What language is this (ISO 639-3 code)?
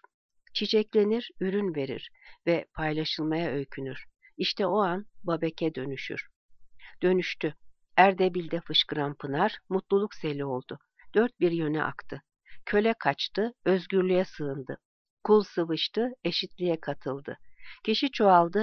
tur